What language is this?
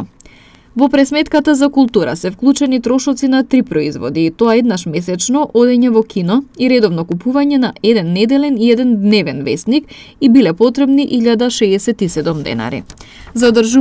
Macedonian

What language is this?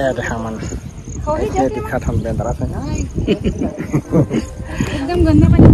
Chhattisgarhi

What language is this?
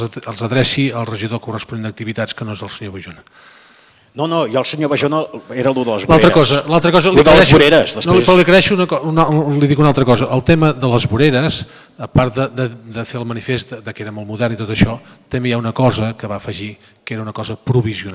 Catalan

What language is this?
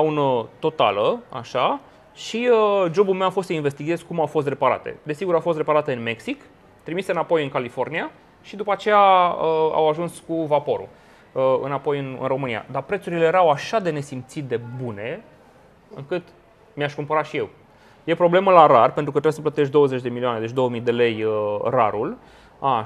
Romanian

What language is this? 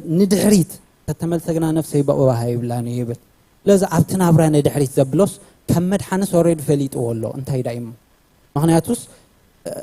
Tigrinya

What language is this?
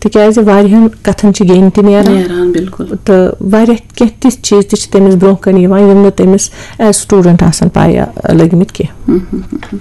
Kashmiri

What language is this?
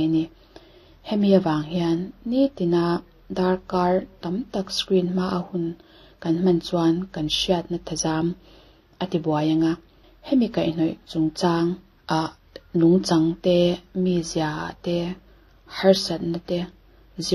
Mizo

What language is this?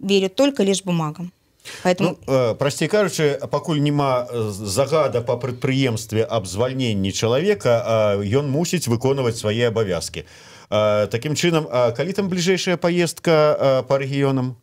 Belarusian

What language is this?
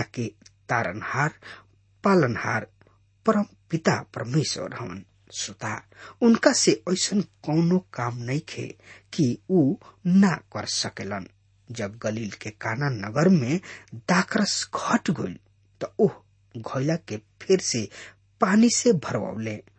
Bhojpuri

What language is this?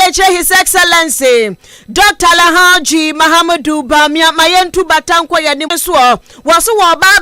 Akan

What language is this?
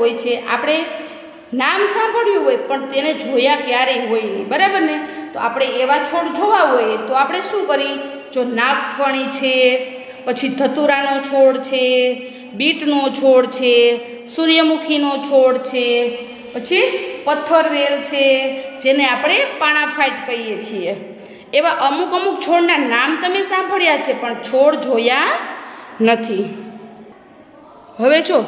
Gujarati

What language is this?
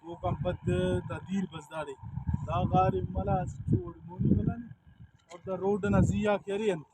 Brahui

